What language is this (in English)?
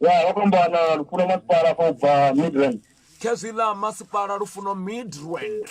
Venda